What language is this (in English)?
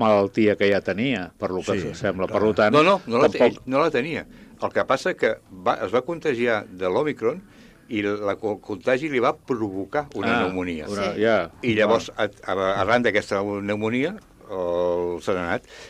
Catalan